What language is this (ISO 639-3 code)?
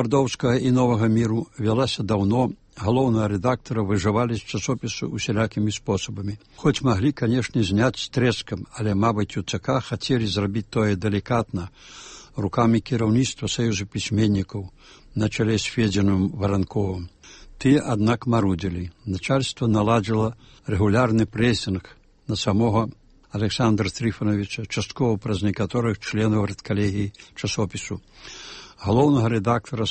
bel